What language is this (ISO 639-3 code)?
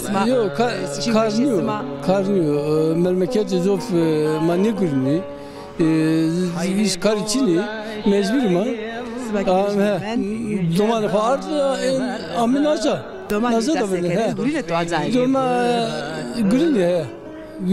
zza